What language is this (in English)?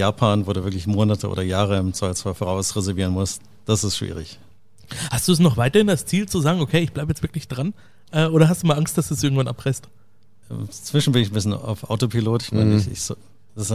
German